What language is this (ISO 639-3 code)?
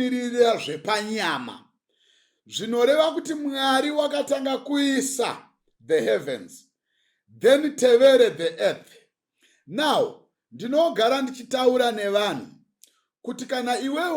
sna